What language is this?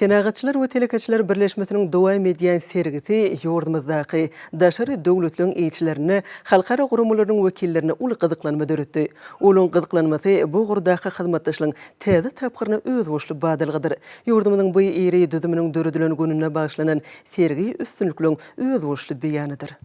Turkmen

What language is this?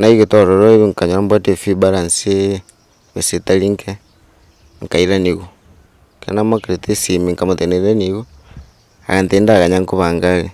Gusii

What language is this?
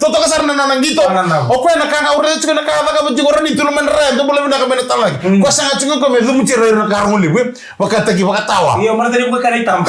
Fijian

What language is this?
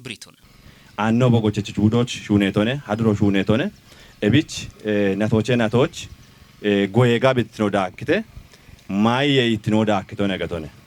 Kafa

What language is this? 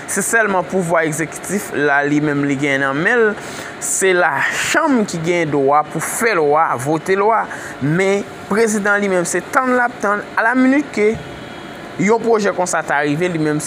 Haitian Creole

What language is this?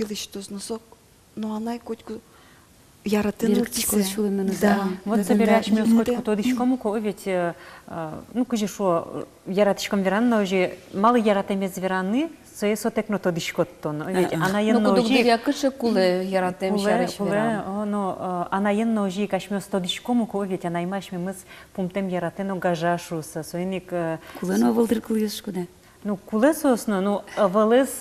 Udmurt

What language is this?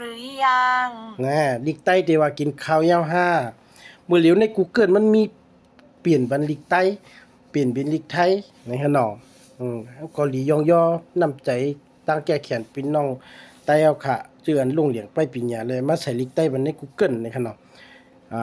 Shan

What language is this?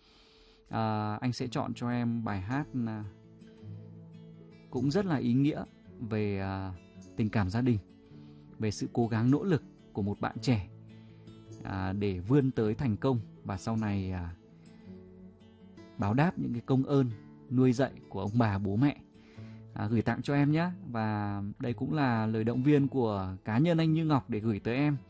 Vietnamese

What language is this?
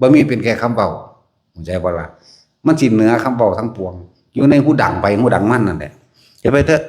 Northeastern Thai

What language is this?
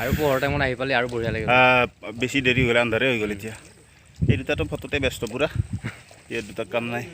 Assamese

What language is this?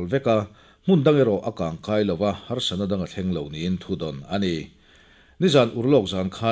Mizo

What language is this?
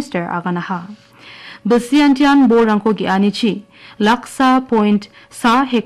Garo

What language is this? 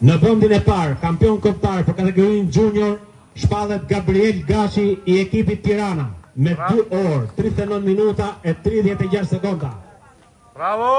Albanian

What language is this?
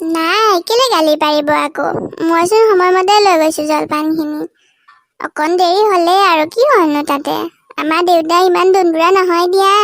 Assamese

